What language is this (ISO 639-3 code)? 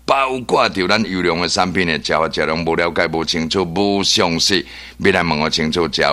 nan